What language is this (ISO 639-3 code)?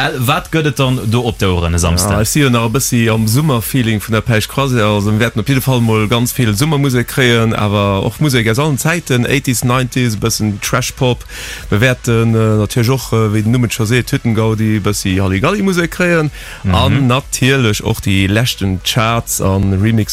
ltz